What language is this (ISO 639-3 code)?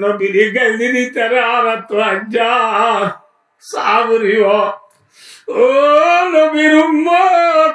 rhg